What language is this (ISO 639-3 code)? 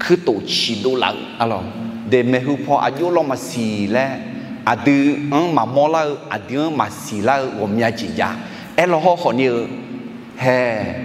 ahk